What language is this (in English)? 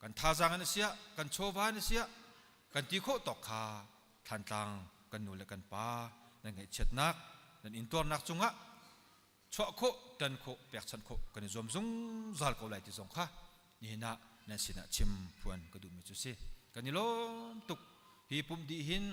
Hakha Chin